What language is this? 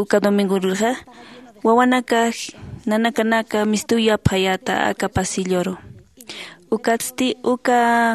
Aymara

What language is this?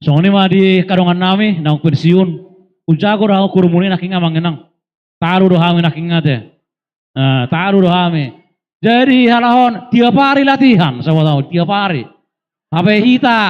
Batak Toba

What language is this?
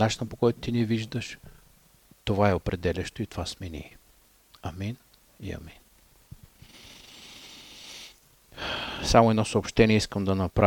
Bulgarian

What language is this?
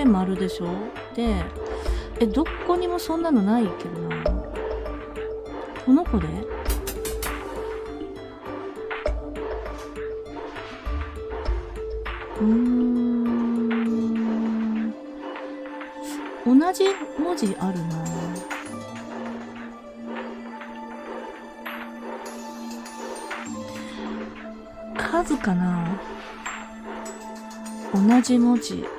Japanese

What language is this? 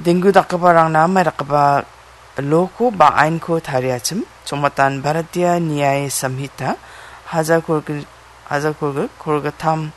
Garo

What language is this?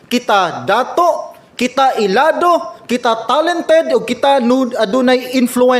Cebuano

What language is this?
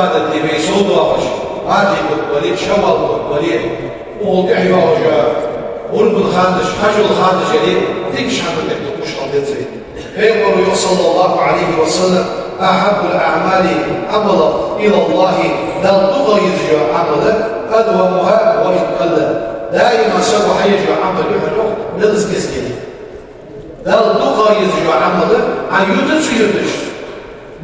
Ingush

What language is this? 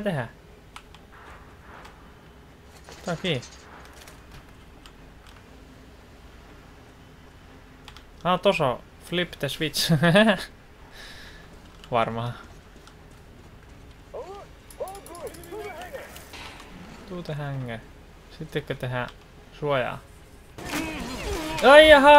Finnish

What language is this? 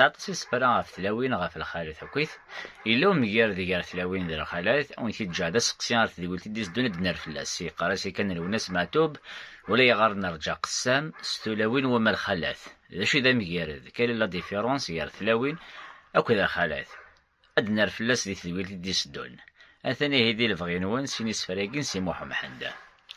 Kabyle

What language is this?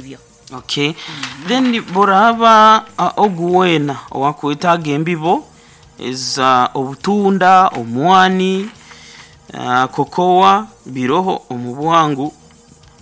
Nyoro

